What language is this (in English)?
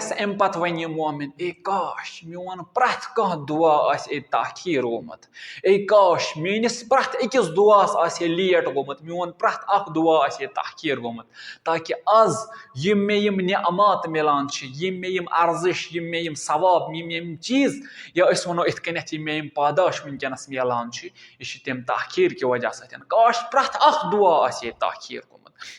Kashmiri